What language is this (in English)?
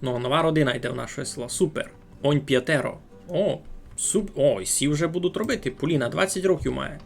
Rusyn